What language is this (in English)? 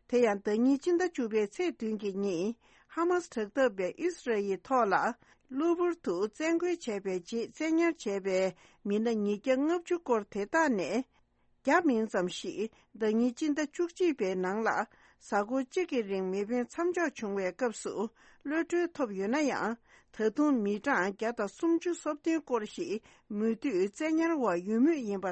Tibetan